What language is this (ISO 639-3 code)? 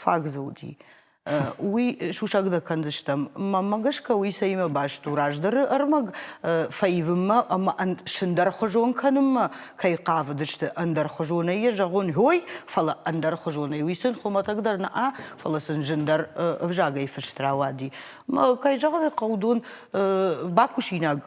oss